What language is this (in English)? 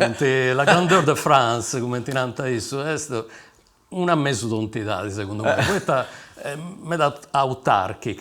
Sardinian